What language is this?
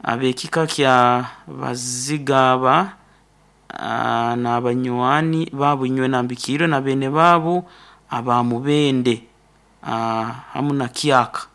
Nyoro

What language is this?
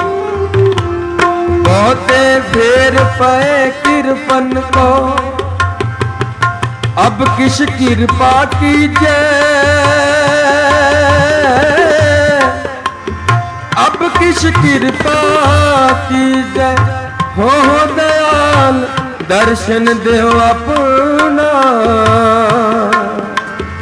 Punjabi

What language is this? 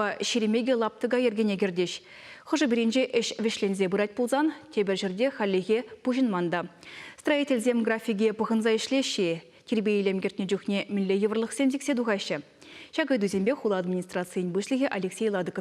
Chuvash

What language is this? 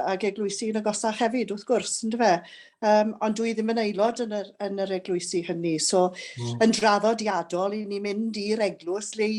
Welsh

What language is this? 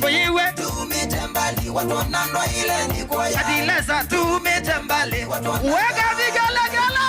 Kamba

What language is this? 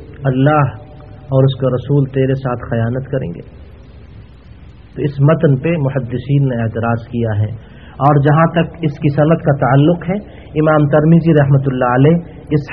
Urdu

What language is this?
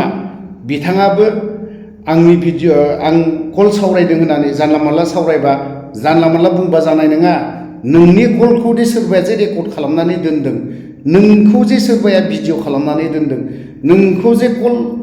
Bodo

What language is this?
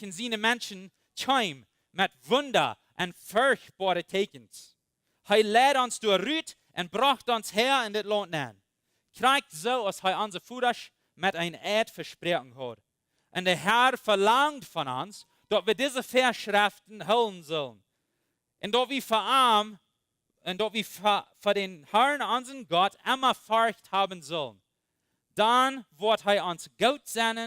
Plautdietsch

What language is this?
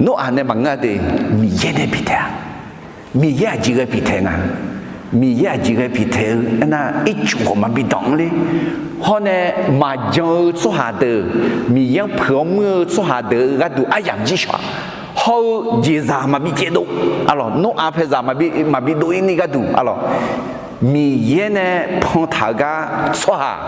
Akha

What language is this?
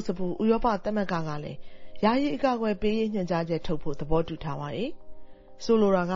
Burmese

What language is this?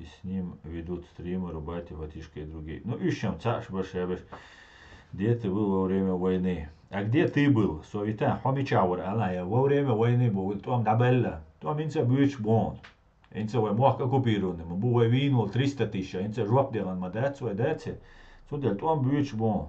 Chechen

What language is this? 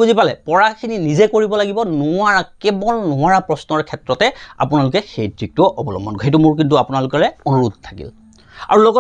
Assamese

